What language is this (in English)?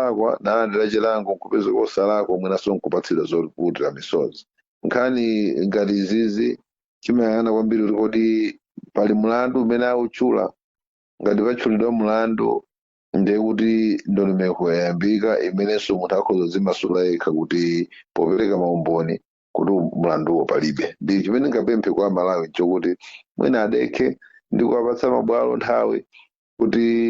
Nyanja